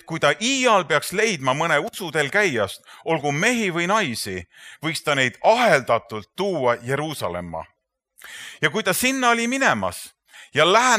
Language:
Estonian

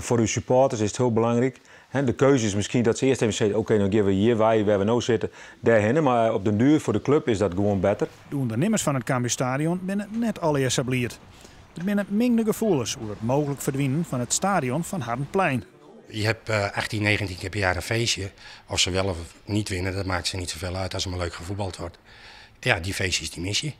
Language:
Western Frisian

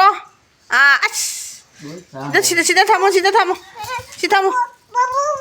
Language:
Manipuri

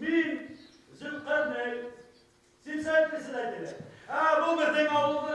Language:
Bashkir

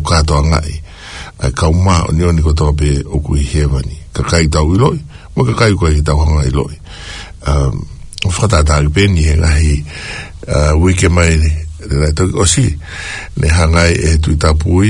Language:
Tongan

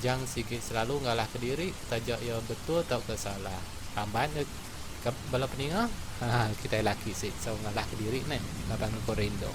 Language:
Iban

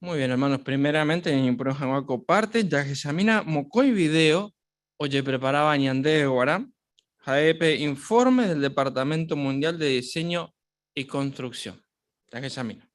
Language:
Guarani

